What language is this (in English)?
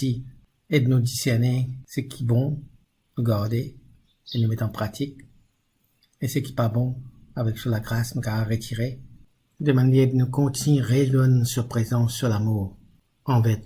Morisyen